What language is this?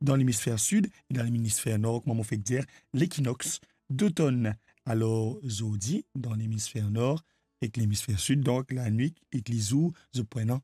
Morisyen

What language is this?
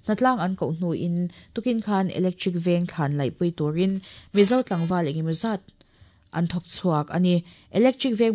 Mizo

